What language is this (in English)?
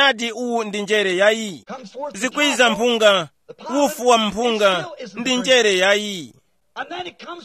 Tumbuka